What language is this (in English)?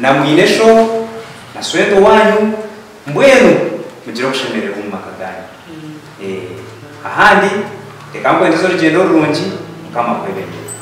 Nyankole